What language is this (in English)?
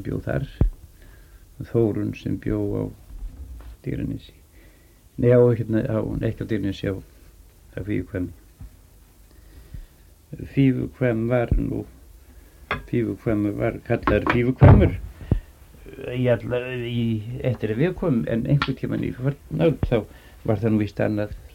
Icelandic